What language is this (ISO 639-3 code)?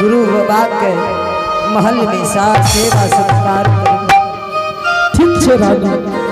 anp